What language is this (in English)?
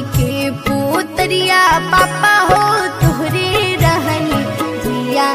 Bhojpuri